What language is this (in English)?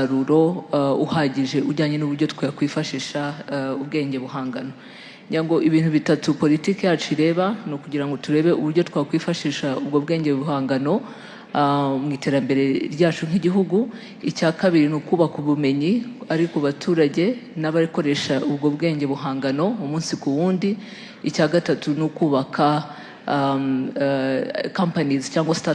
Kinyarwanda